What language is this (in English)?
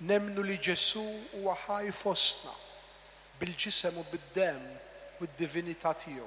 Maltese